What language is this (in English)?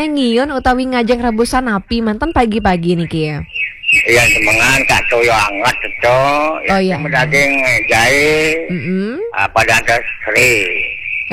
Balinese